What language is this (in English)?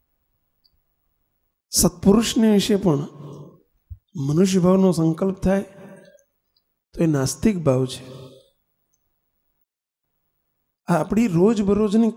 Gujarati